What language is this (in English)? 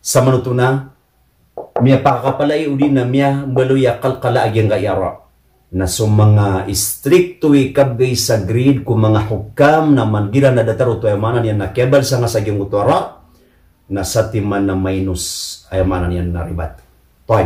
Maranao